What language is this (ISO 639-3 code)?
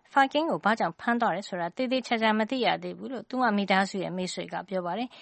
mya